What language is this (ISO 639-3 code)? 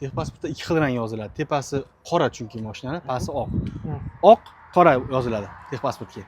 uzb